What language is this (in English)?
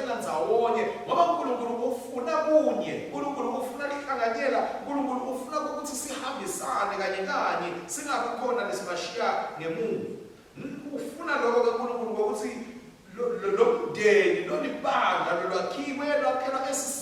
Swati